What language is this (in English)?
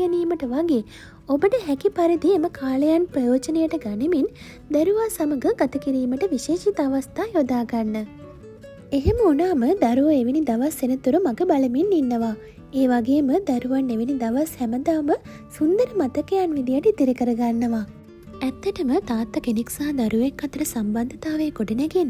Sinhala